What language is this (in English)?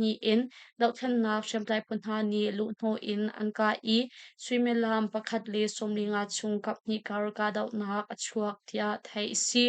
Hakha Chin